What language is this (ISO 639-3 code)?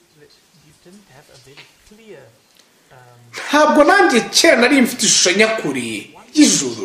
kin